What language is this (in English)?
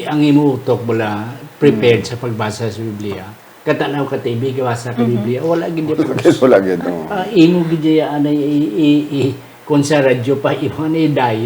Hiligaynon